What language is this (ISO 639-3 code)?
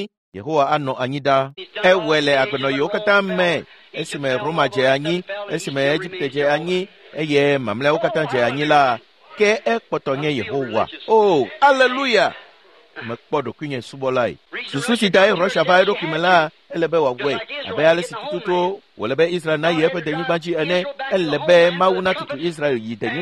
ewe